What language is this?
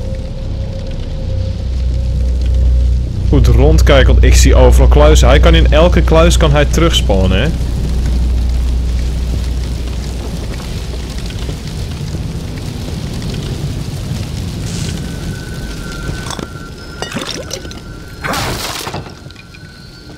Dutch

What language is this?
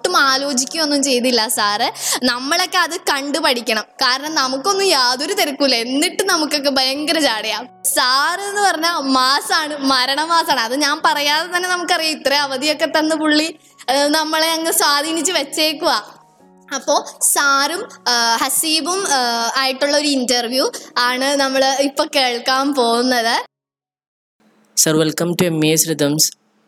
Malayalam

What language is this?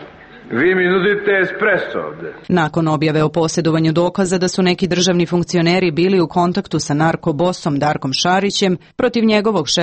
Serbian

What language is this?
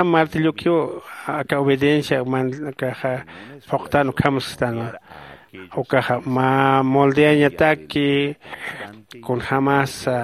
Aymara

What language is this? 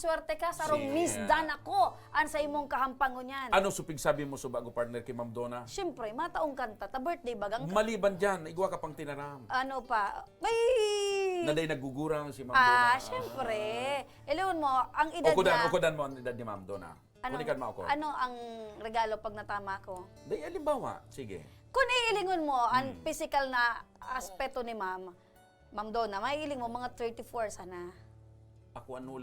Bikol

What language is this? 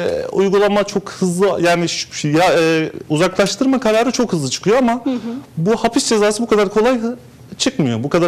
Turkish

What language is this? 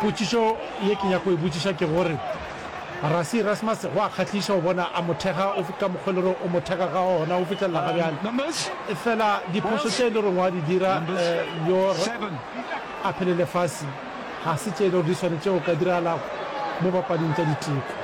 Northern Sotho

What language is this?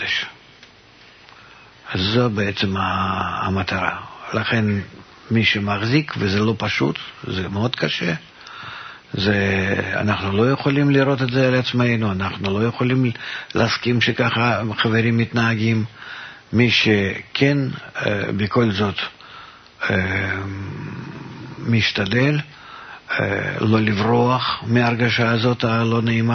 Hebrew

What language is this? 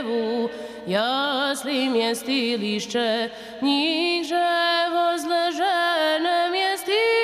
Croatian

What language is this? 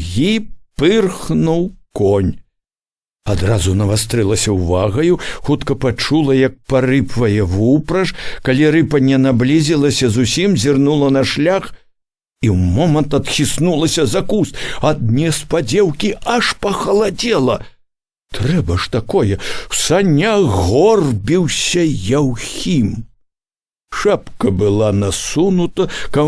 Belarusian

